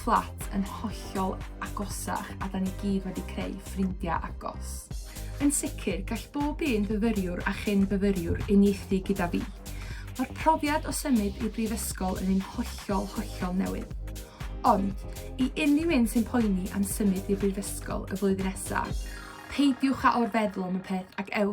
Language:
Welsh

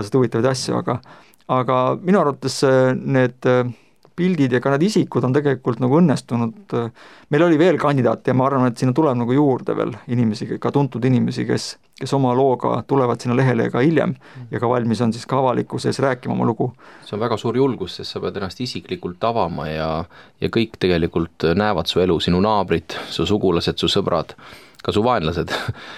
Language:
Estonian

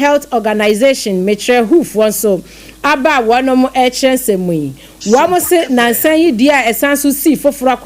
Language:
Akan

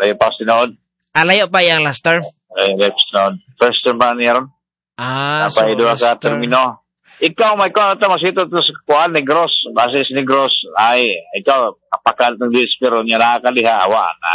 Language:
Cebuano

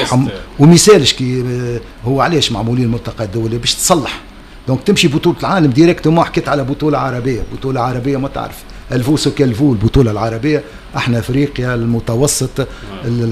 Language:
Tunisian Arabic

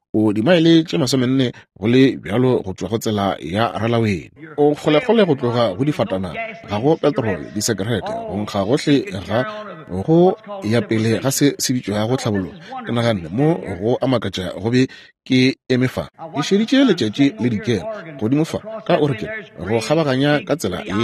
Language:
Northern Sotho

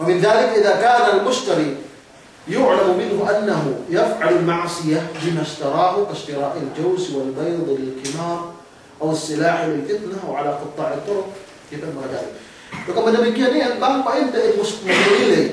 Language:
Yakan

